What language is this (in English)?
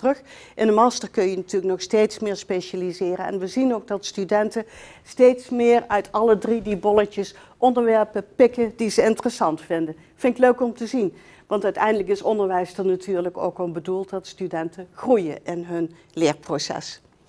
Dutch